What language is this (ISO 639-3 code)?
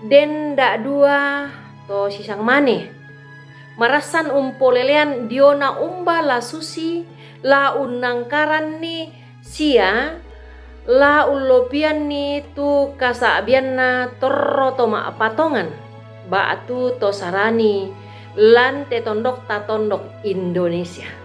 sda